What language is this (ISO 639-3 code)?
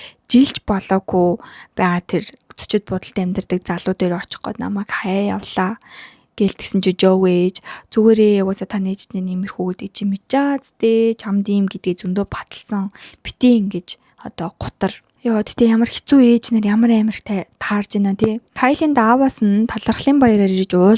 mon